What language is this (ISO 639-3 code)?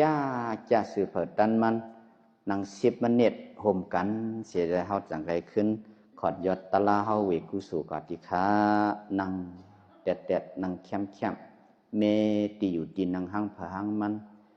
shn